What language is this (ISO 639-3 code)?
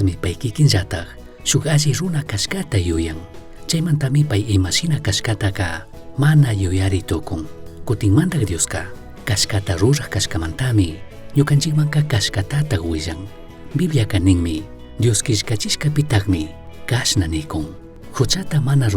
qug